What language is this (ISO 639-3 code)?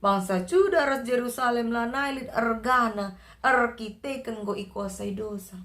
btx